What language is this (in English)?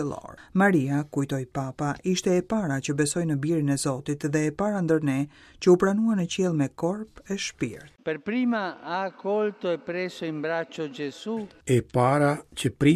Albanian